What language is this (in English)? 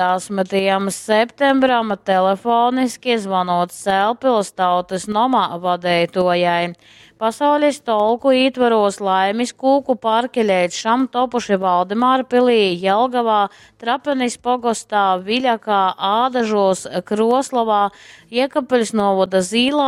Latgalian